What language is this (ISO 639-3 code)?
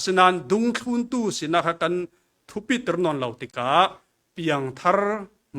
cfm